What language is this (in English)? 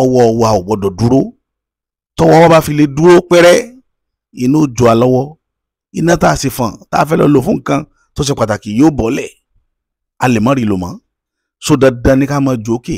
Yoruba